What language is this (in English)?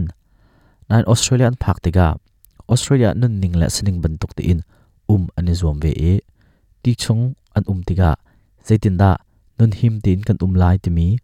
Hakha Chin